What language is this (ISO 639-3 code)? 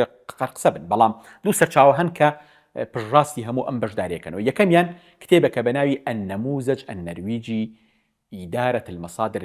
ckb